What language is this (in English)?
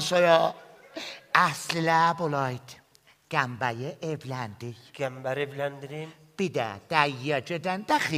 South Azerbaijani